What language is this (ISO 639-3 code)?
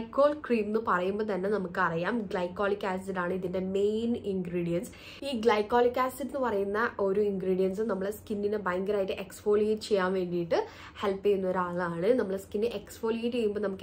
mal